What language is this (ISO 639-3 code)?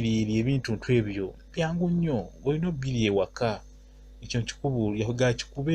lug